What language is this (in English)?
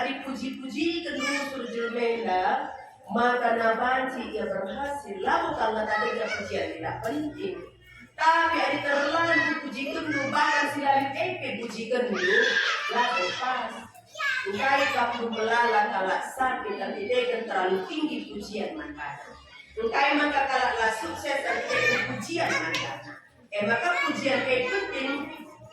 Batak Karo